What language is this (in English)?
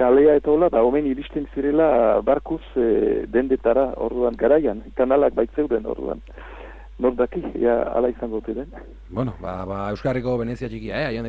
Basque